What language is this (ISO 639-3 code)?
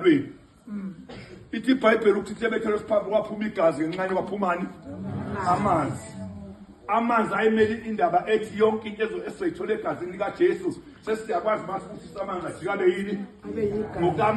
zul